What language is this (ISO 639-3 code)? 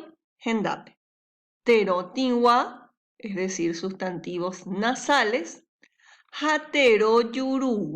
grn